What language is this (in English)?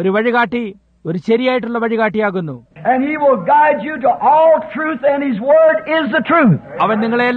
Malayalam